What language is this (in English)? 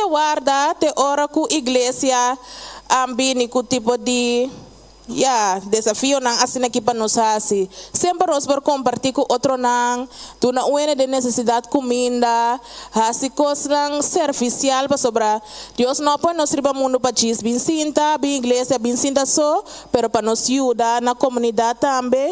Papiamento